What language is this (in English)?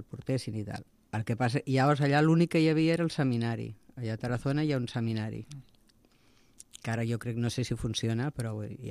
Catalan